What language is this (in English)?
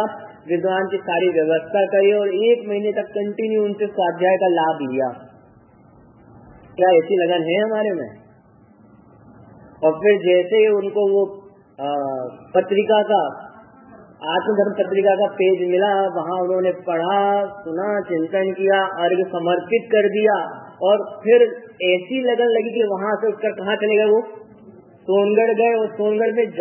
Hindi